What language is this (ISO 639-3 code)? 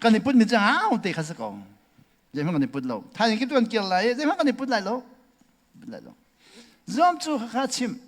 cnh